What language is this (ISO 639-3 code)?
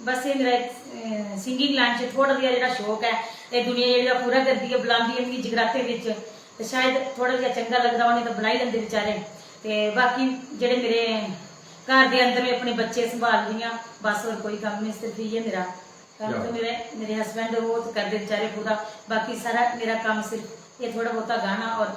doi